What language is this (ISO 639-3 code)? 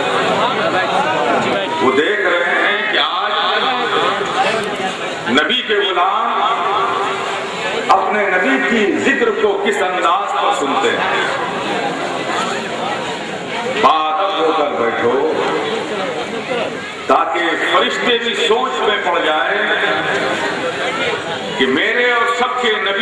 urd